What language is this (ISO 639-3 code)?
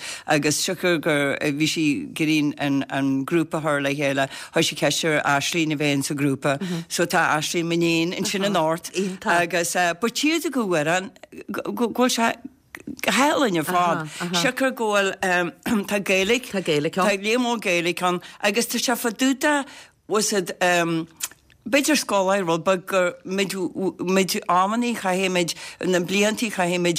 gle